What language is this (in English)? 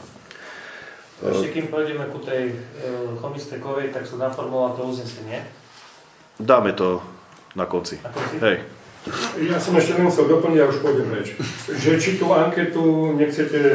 Slovak